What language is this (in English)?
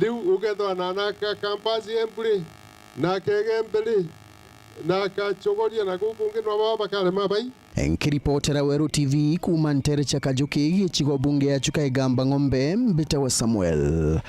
Meru